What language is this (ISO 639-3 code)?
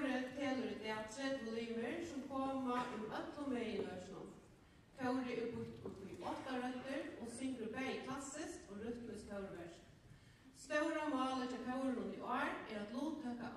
fao